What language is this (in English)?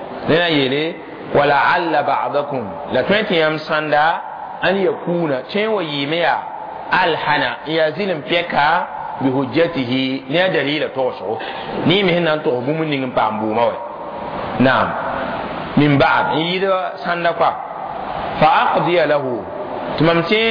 Mossi